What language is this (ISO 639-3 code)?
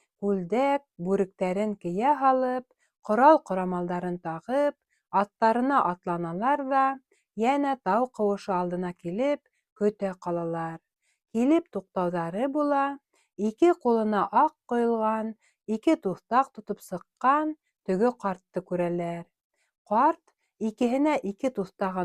bak